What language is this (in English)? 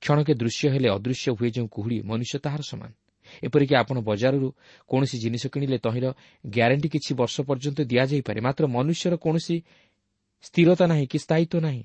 Odia